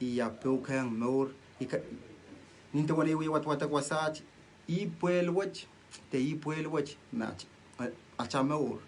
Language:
Pohnpeian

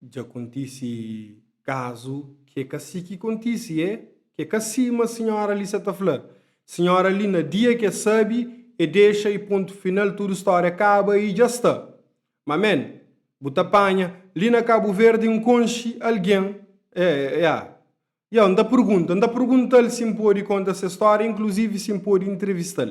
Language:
Kabuverdianu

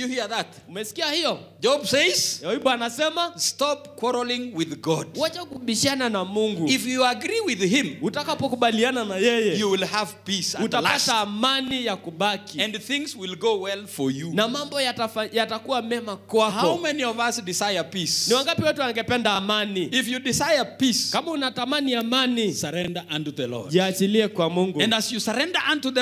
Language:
Swahili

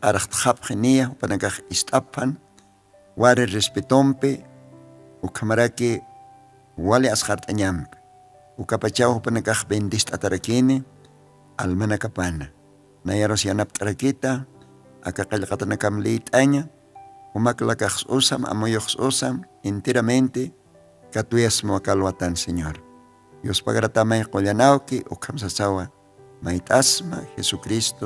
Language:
Aymara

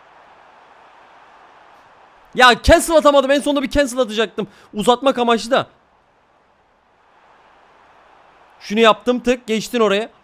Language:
Turkish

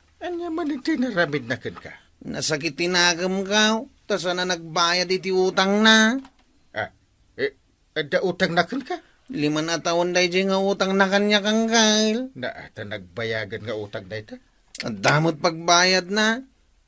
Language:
Iloko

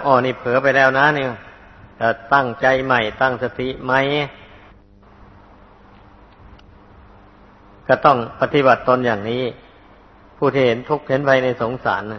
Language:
Thai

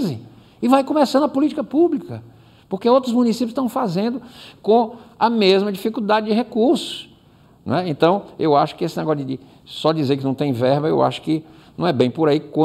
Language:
Portuguese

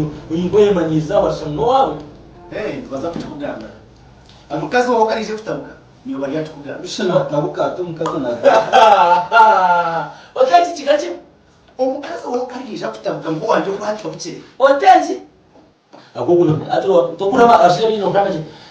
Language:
Nyankole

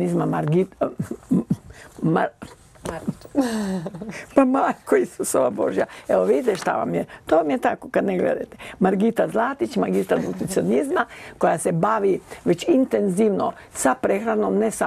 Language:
Croatian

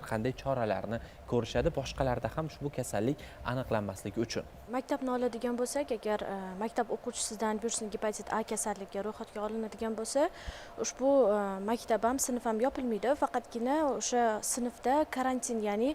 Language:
Uzbek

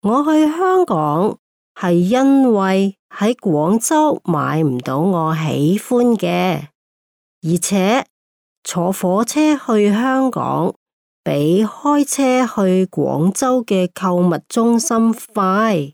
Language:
Cantonese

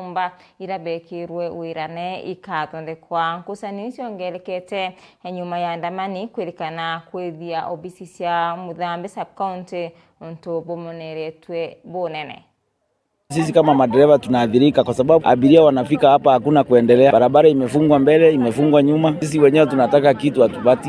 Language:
Meru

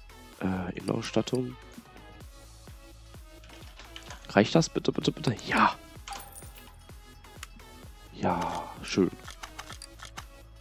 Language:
German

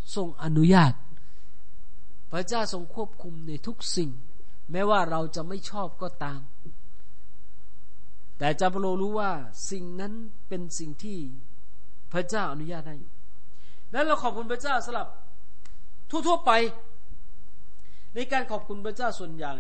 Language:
Thai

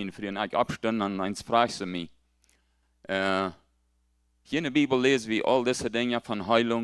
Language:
Plautdietsch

